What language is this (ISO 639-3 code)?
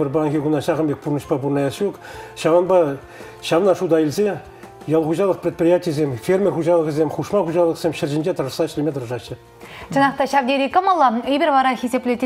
chv